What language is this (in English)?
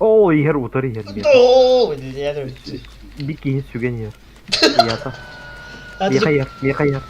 Yakut